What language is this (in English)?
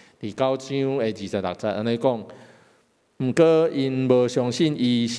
Min Nan Chinese